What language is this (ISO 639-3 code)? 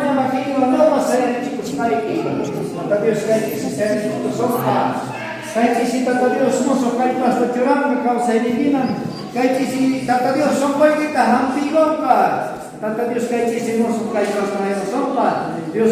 quh